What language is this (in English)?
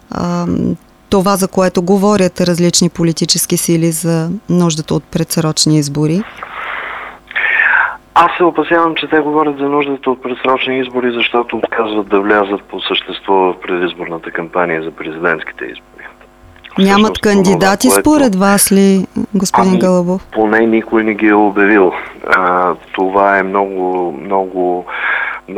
Bulgarian